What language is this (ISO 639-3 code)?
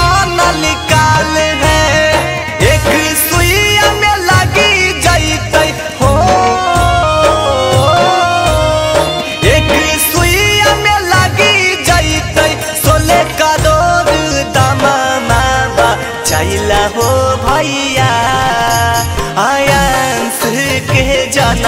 bho